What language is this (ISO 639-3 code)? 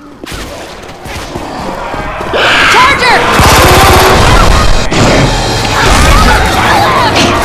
eng